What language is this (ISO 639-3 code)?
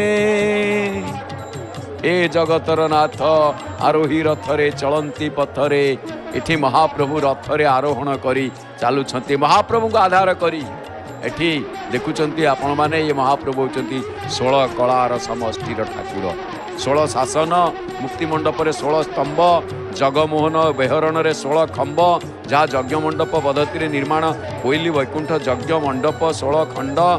ori